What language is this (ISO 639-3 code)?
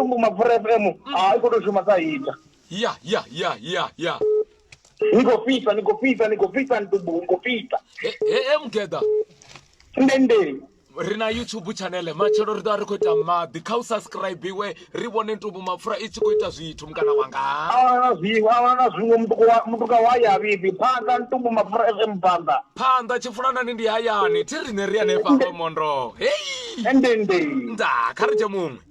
ven